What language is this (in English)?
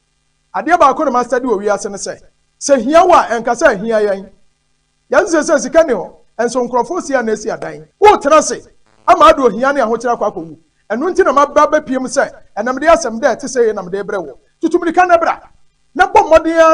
Akan